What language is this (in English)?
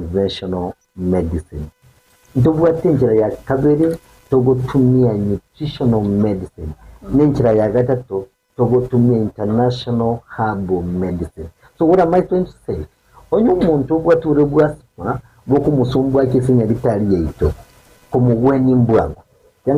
Gusii